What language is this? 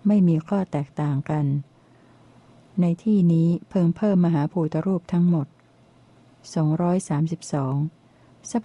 Thai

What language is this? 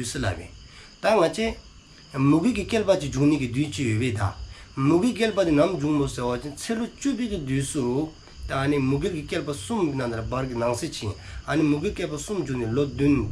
Dzongkha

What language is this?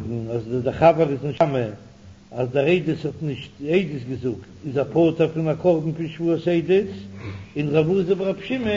Yiddish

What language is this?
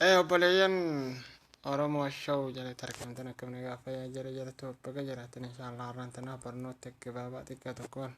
Oromo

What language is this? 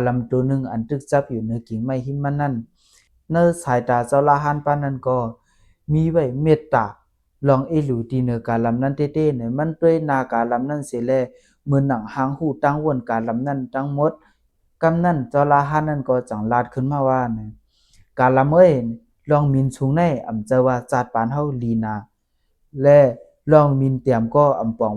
Shan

